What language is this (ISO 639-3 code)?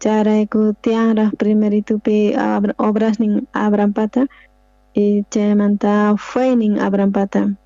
quh